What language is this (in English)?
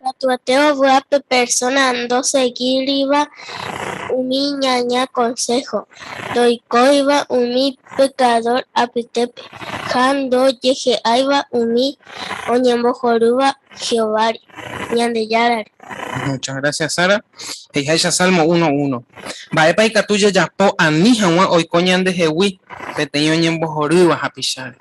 Guarani